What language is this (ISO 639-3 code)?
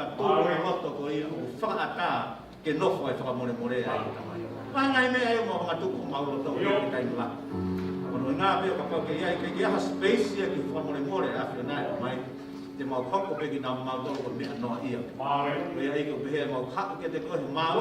ton